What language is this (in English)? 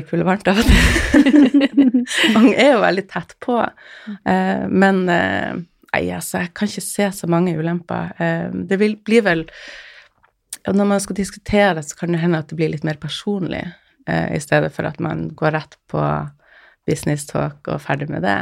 Norwegian